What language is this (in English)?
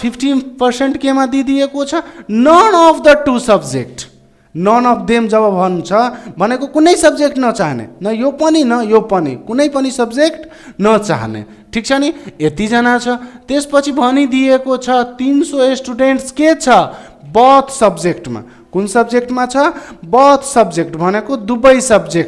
Nepali